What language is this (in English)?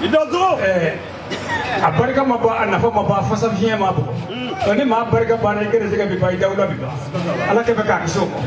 Bambara